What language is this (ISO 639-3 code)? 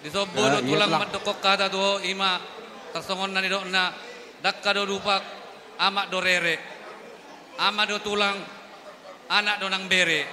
bbc